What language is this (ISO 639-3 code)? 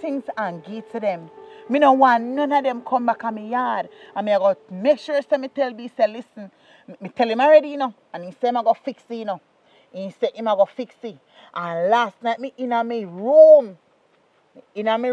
jam